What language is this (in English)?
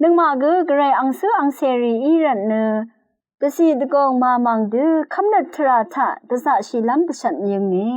Rawang